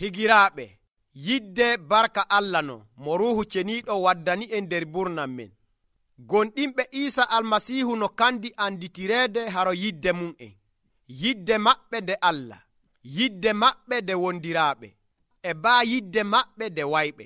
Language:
Nigerian Fulfulde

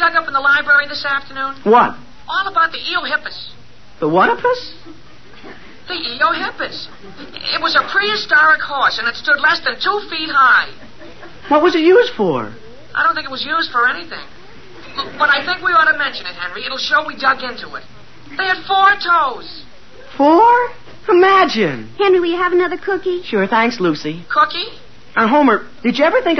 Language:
English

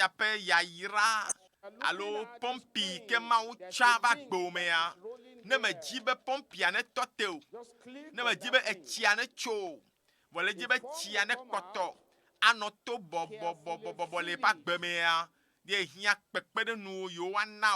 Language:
Ewe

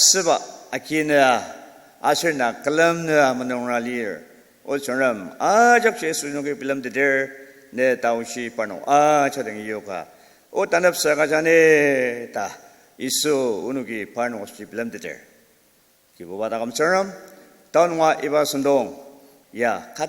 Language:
Ao Naga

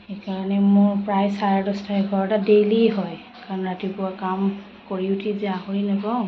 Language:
Assamese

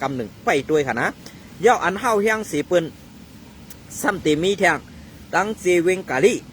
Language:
Shan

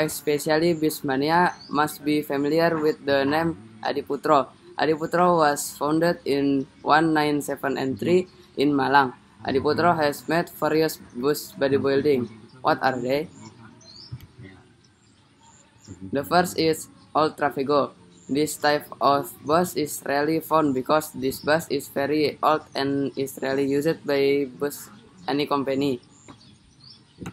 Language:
English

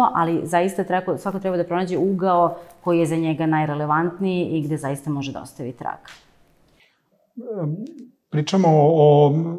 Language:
Serbian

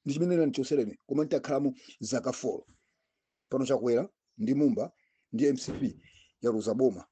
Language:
Nyanja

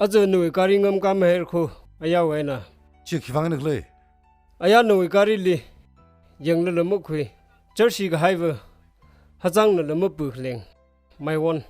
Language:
Tangkhul Naga (India)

